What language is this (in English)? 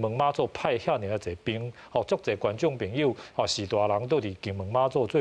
Min Nan Chinese